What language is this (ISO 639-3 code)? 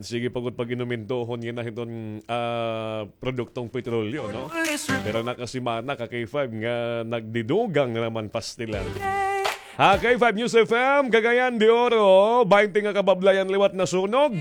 war